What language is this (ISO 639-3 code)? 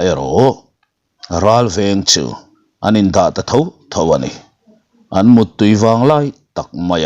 lus